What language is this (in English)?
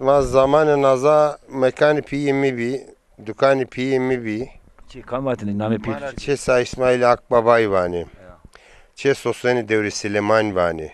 Zaza